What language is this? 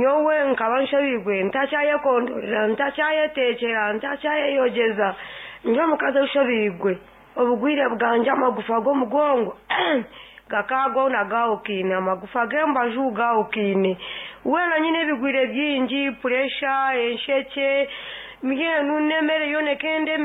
Nyankole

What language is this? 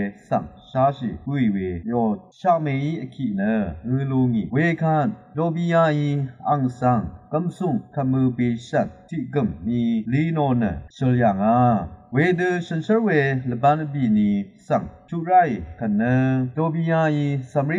Rawang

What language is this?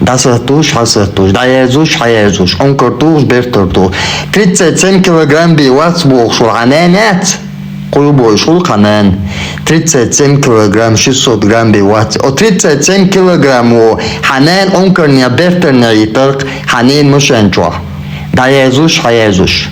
Chechen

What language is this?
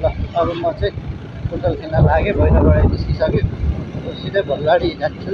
Nepali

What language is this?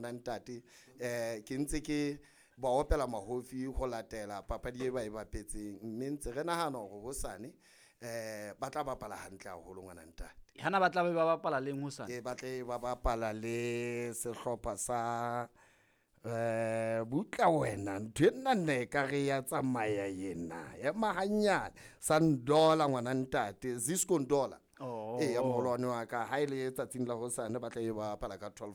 Southern Sotho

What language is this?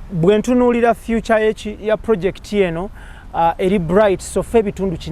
Ganda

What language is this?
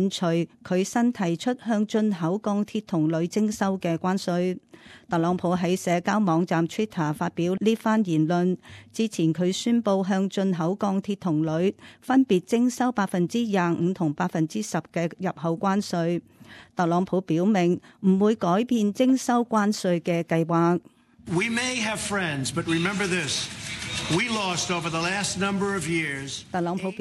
Cantonese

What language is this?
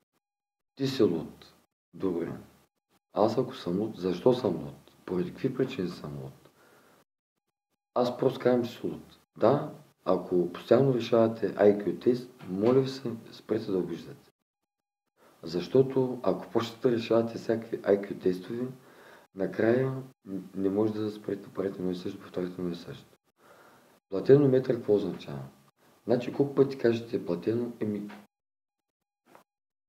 Bulgarian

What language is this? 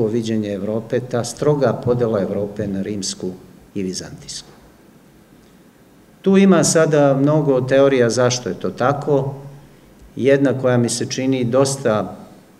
Serbian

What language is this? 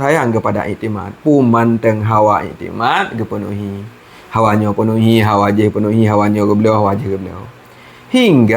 Achinese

